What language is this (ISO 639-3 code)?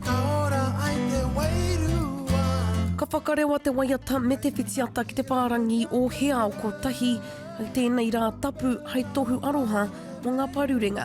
mri